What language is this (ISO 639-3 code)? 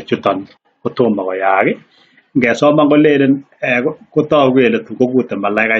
kln